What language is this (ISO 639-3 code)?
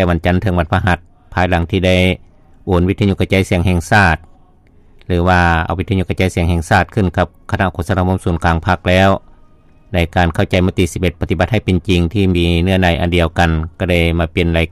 lao